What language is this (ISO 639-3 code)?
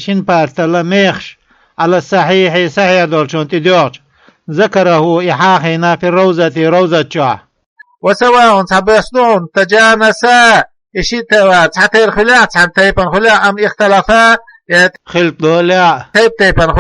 che